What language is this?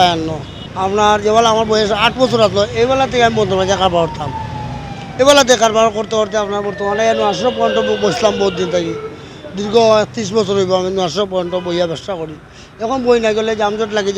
Sylheti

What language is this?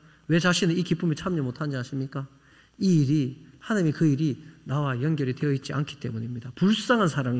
Korean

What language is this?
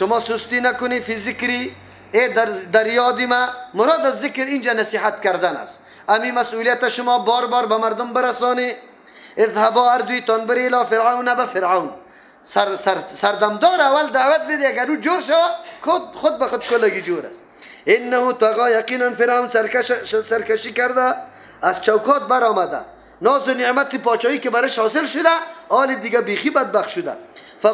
Persian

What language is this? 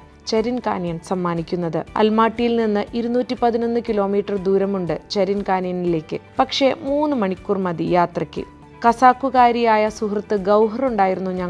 Malayalam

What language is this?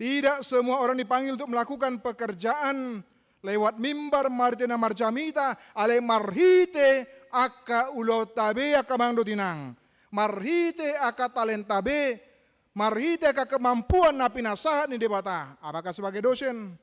Batak Toba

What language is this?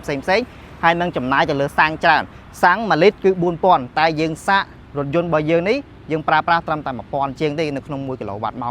Khmer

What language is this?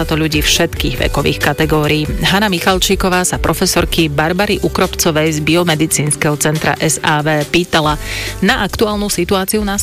Slovak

